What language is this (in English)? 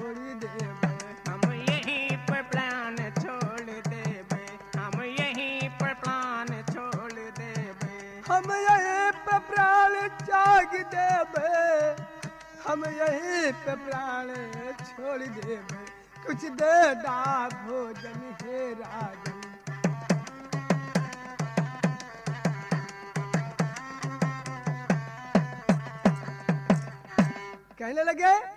Bhojpuri